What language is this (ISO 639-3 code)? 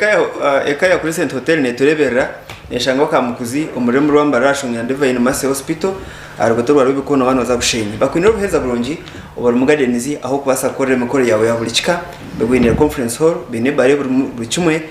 nyn